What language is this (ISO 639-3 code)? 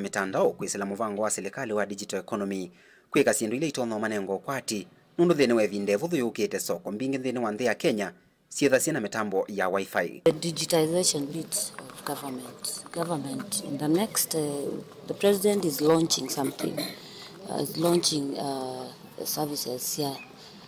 kam